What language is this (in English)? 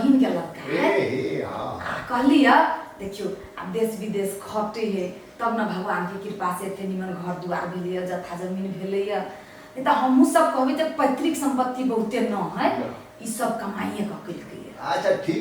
Maithili